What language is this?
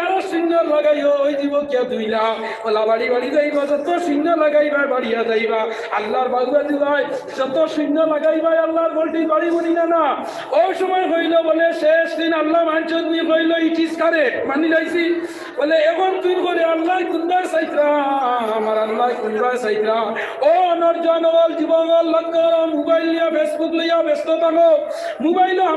Sylheti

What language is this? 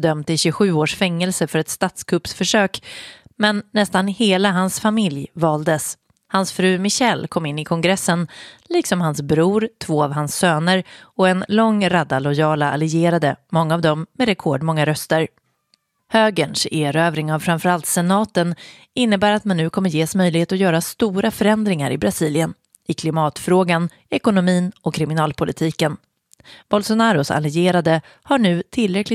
Swedish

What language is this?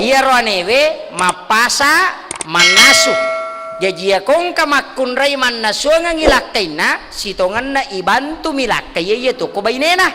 Buginese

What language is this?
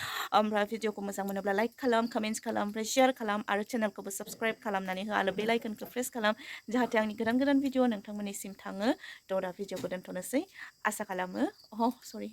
Bodo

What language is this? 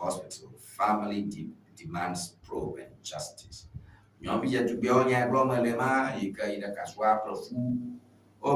Ewe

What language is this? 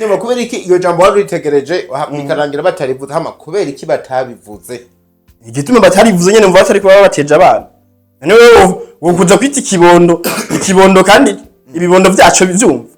Rundi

